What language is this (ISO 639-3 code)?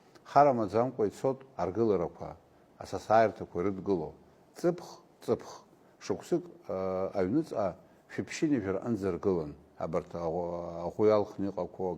abk